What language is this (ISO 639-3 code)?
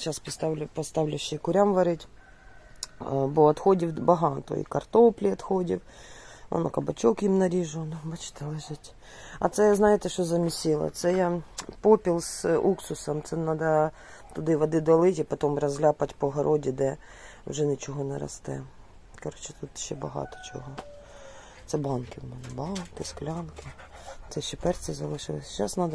ukr